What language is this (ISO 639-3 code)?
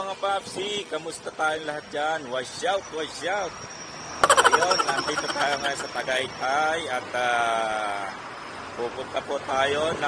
fil